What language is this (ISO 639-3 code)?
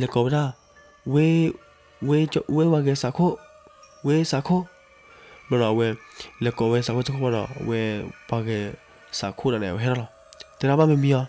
ksw